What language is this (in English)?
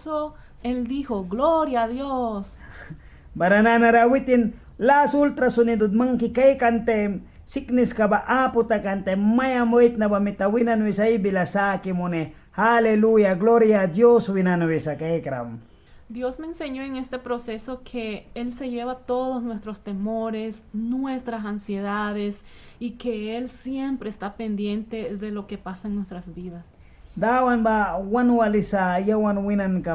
Mískito